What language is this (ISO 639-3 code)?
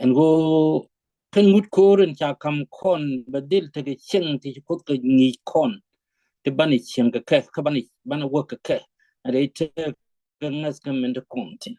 nus